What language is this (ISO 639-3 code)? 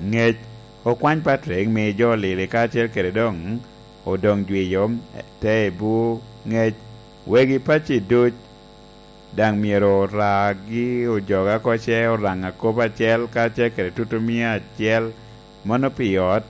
laj